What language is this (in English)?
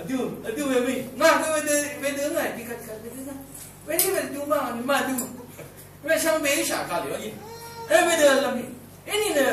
Rawang